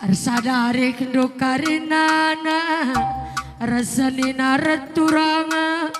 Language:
Batak Karo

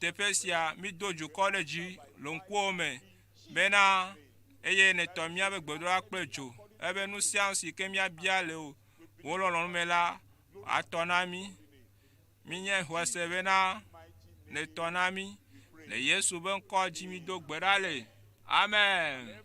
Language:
Ewe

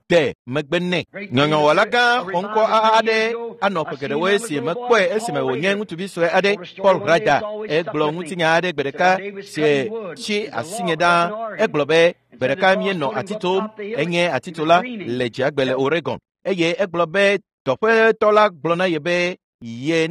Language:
Ewe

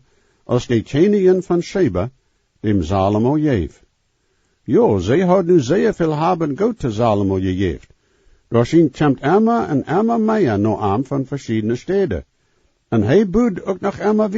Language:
Plautdietsch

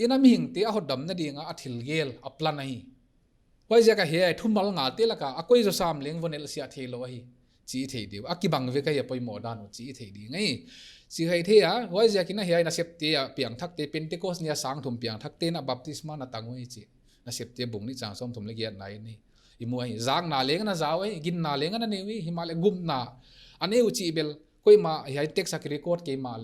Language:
Paite Chin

